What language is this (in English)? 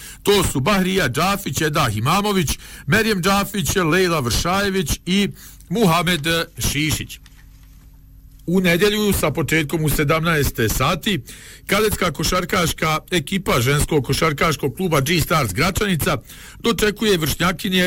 Bosnian